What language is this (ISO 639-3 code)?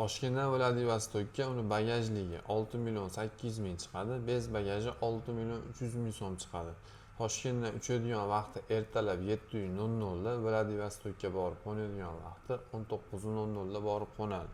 uzb